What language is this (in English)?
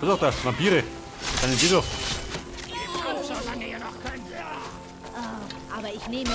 Bavarian